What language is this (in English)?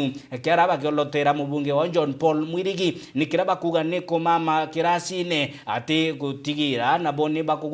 Meru